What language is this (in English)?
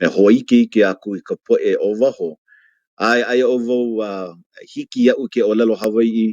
Hawaiian